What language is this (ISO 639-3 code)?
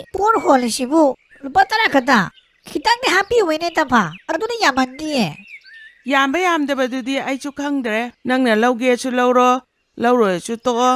mni